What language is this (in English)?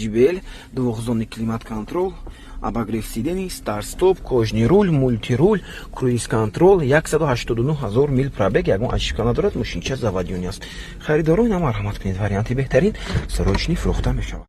Tajik